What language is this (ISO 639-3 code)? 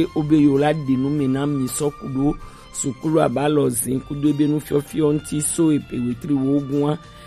gej